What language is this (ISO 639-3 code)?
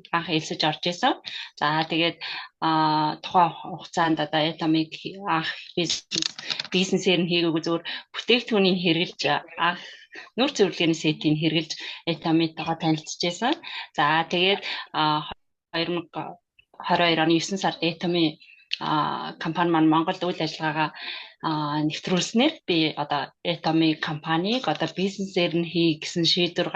mon